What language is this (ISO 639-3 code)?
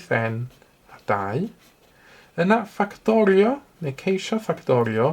cym